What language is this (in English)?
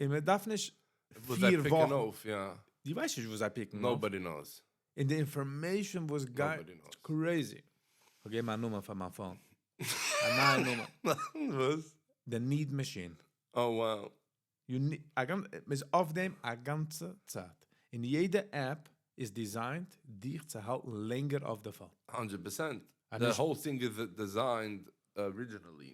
Yiddish